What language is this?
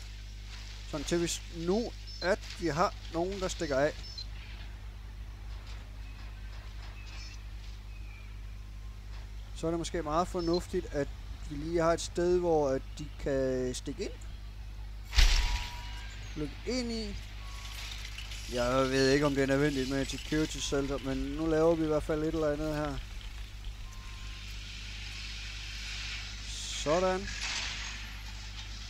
Danish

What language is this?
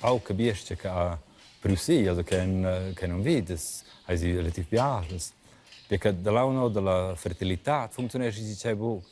Romansh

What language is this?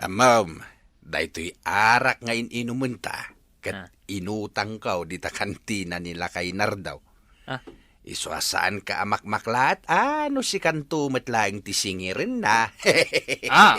Iloko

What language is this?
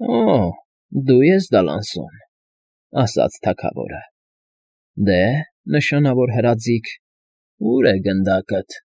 Armenian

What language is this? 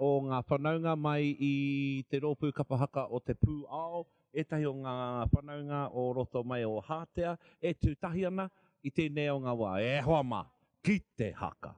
Māori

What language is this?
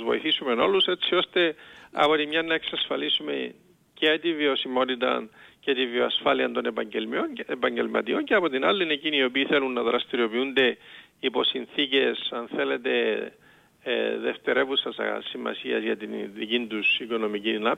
Greek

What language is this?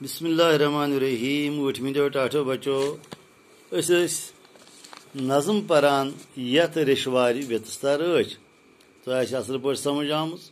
Kashmiri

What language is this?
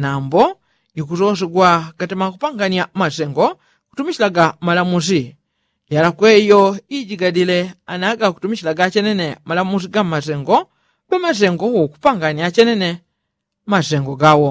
Yao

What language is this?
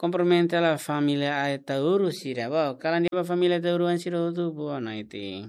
Tetum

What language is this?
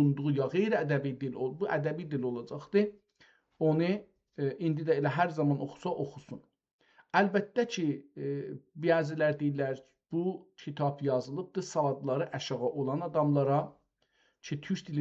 South Azerbaijani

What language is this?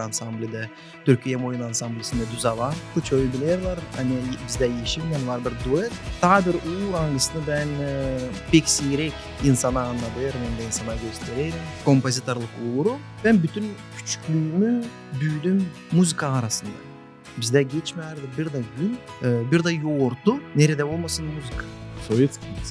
Gagauz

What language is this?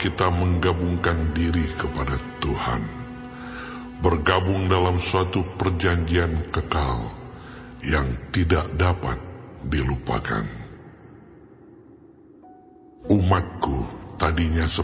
Indonesian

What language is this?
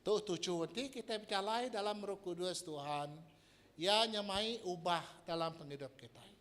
Iban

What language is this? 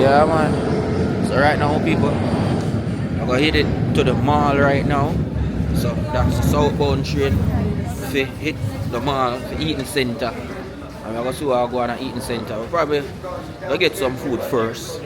Jamaican Creole English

